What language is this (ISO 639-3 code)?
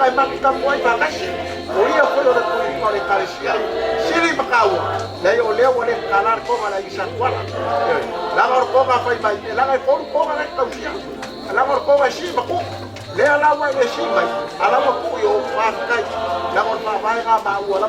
smo